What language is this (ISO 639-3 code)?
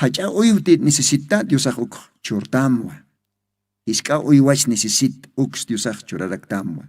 aym